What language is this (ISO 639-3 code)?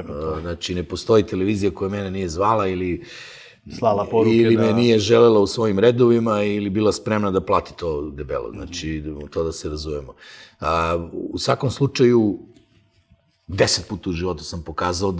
srp